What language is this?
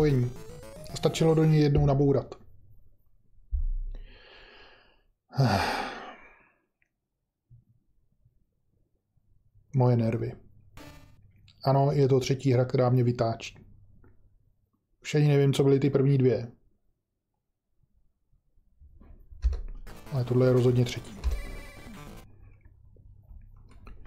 Czech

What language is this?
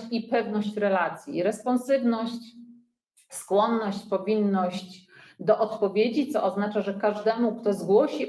Polish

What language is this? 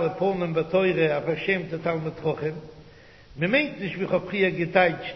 Yiddish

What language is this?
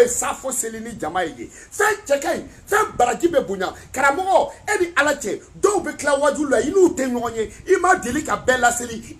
Bambara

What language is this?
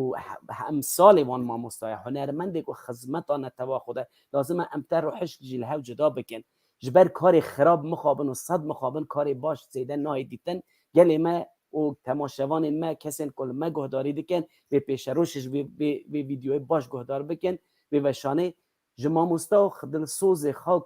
Kurdish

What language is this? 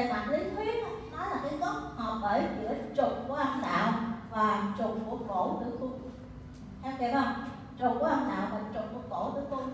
Vietnamese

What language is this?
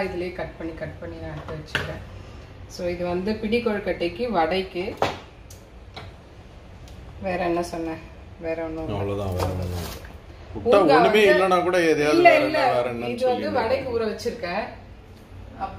Tamil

